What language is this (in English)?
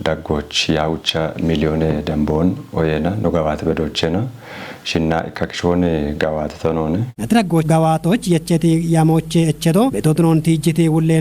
Kafa